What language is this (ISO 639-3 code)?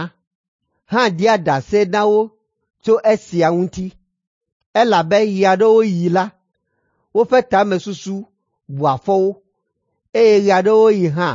ewe